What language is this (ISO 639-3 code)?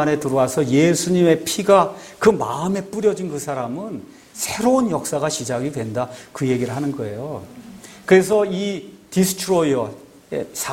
kor